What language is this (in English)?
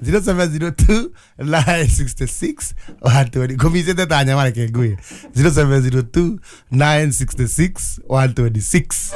Kikuyu